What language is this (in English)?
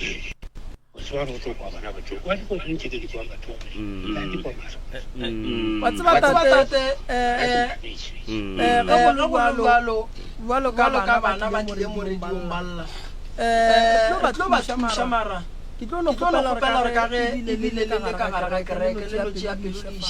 Northern Sotho